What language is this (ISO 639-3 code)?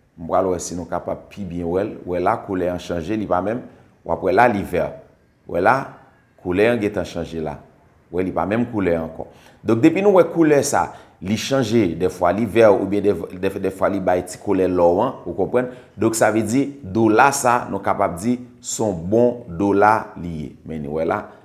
hat